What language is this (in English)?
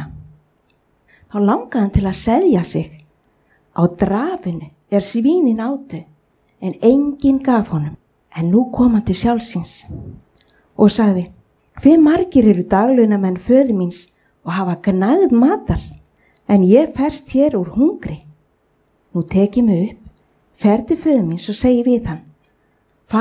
Icelandic